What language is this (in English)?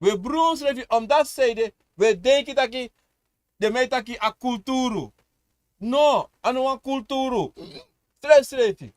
Sranan Tongo